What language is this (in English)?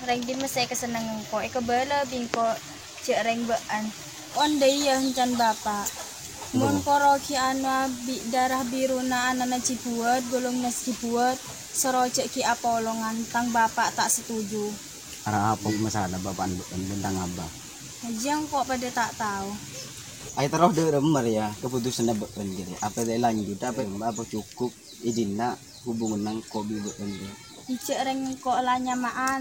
Madurese